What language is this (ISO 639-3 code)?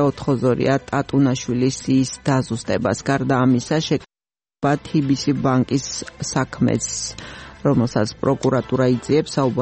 kat